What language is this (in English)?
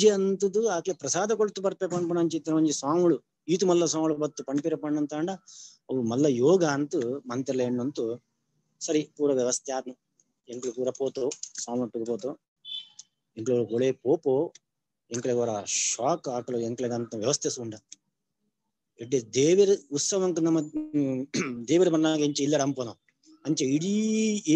Tulu